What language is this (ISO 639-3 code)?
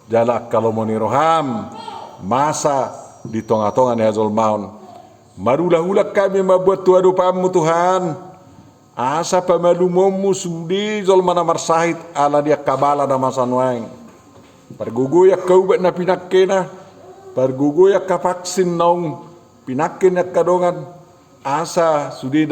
bbc